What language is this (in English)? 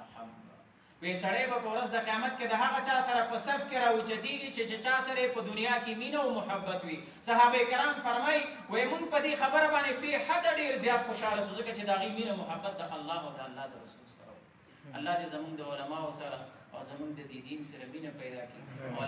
Pashto